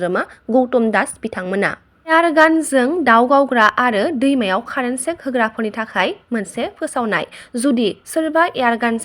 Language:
Bodo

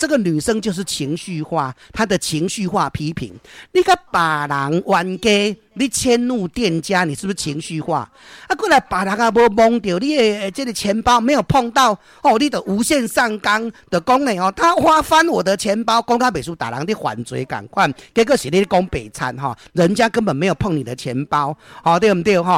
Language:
Min Nan Chinese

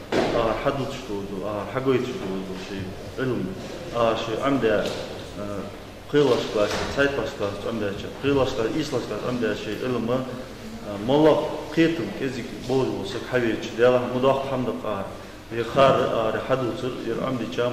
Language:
Ingush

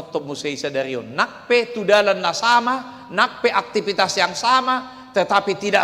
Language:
Batak Toba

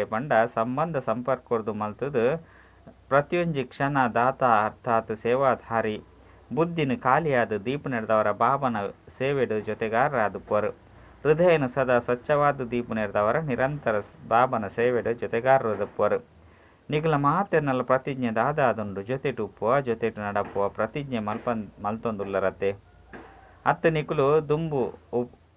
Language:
Tulu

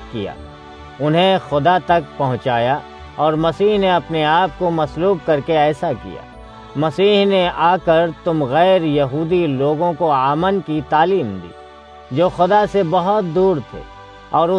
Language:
Urdu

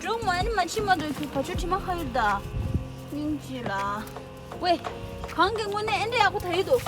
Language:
Tibetan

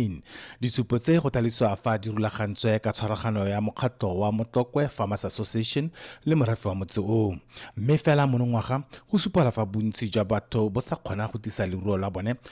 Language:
Tswana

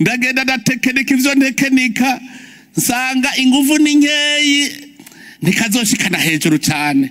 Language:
Rundi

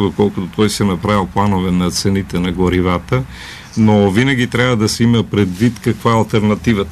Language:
Bulgarian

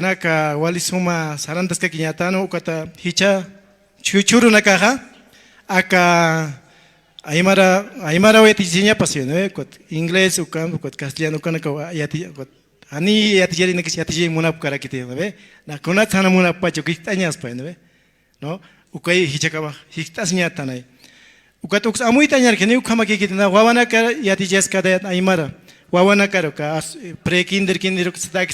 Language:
Aymara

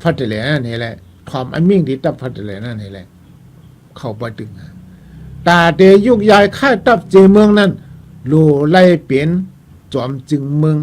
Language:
Shan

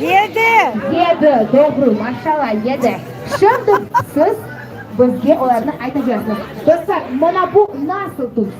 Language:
Crimean Tatar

